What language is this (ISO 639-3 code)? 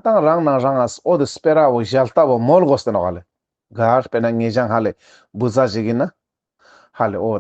lbj